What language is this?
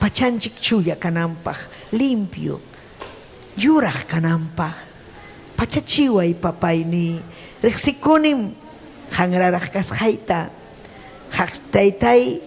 Ayacucho Quechua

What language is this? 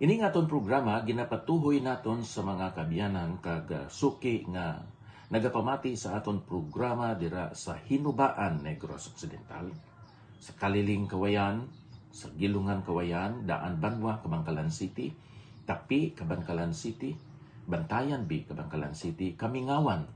Hiligaynon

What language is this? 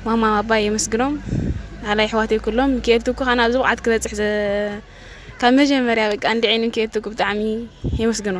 Tigrinya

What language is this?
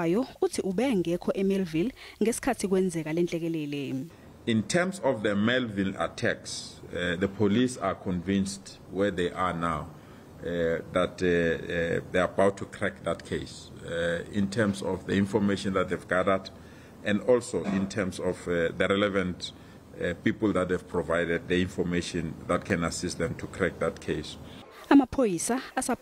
Zulu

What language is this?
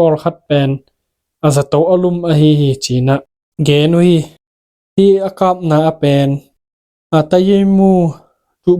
Tedim Chin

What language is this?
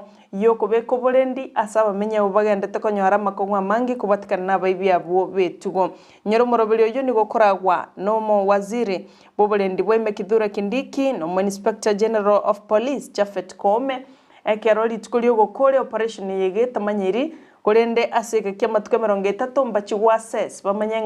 Gusii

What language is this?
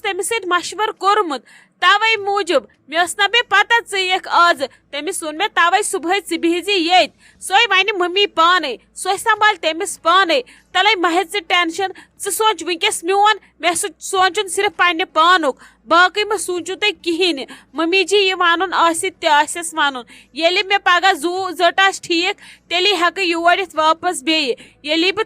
Kashmiri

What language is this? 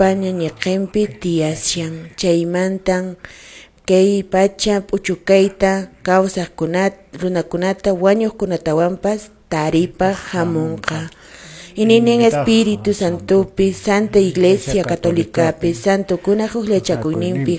Quechua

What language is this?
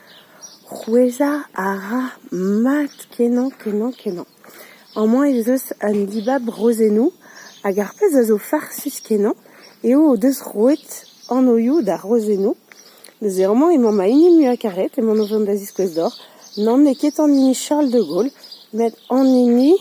Breton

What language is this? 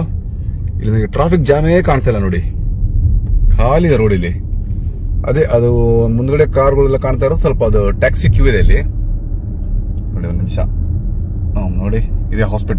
Kannada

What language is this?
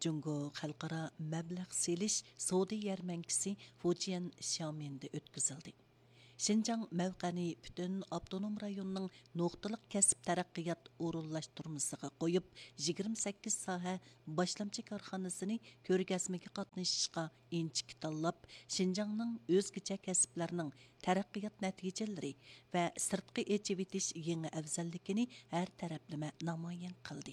Uyghur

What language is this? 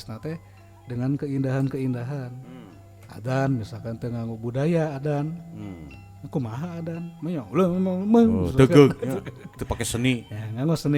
Sundanese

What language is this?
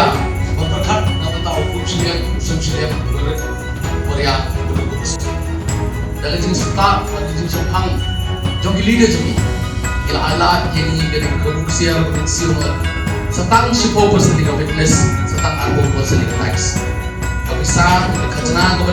Khasi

